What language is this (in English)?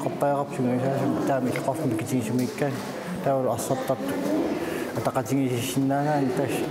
Kalaallisut